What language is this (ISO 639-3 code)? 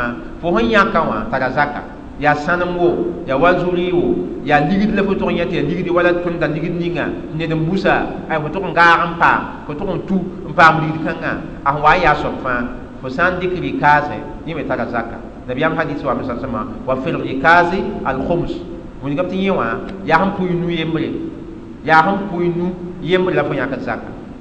mos